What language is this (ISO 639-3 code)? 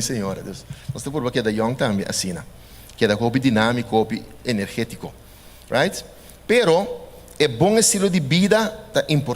pap